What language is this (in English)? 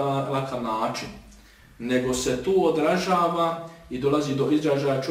Bosnian